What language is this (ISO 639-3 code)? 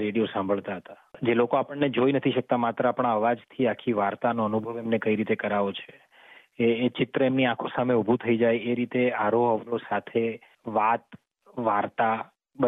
guj